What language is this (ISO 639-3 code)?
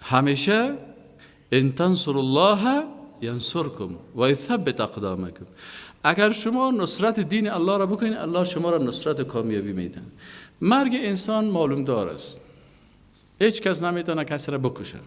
fas